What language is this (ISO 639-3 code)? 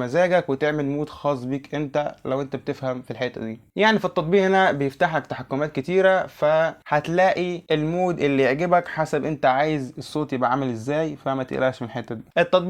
arz